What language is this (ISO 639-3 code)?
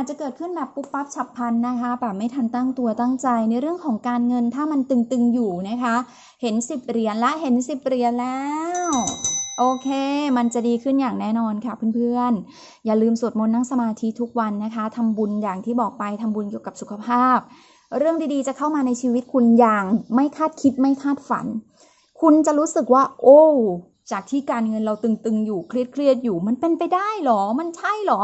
tha